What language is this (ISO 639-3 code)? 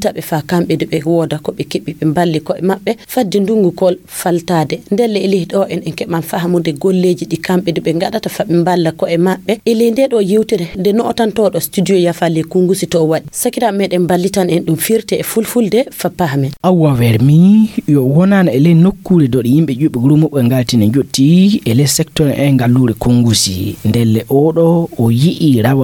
ful